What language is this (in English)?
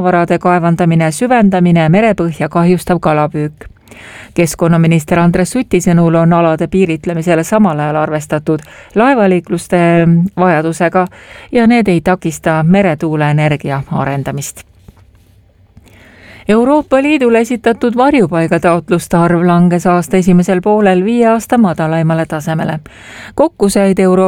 Estonian